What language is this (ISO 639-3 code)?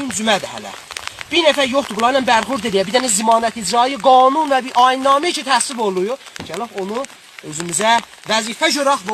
aze